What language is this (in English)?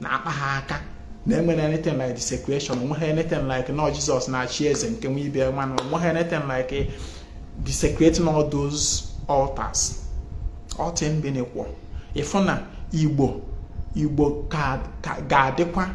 Igbo